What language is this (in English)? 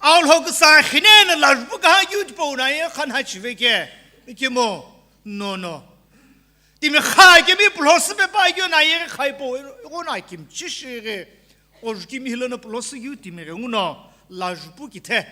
Sumi Naga